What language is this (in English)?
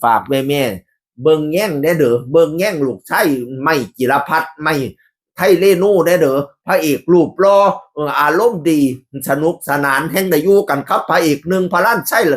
Northeastern Thai